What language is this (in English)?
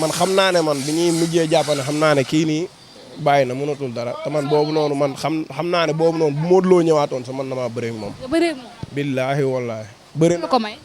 Wolof